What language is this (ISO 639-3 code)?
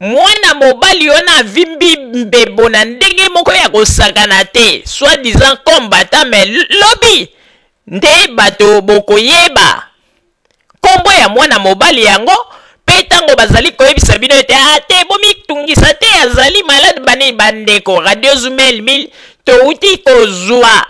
lin